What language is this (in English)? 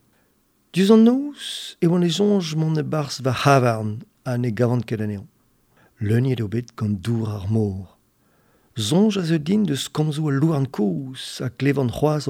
Breton